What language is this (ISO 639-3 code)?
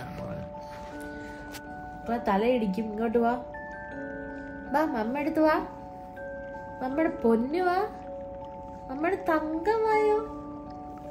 mal